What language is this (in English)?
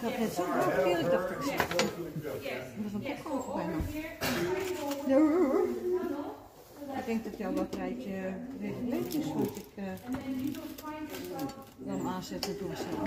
Dutch